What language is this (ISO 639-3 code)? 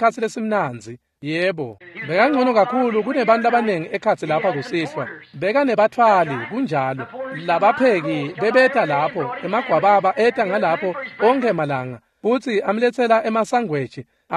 ssw